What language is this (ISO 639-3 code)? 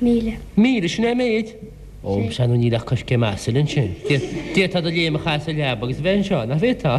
gle